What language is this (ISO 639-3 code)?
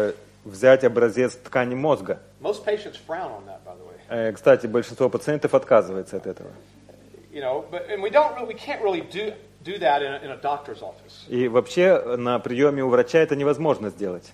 rus